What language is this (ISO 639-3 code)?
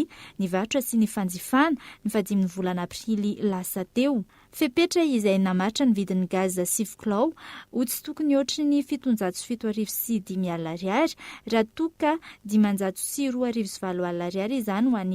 mlg